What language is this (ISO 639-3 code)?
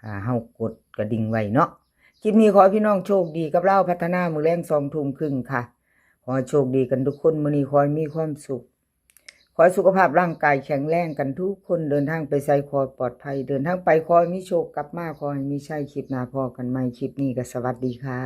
tts